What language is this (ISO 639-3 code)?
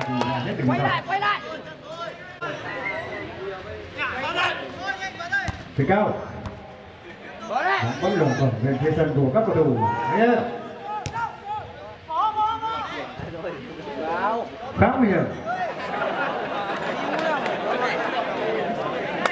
vie